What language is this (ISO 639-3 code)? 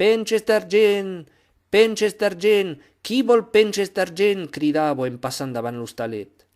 oci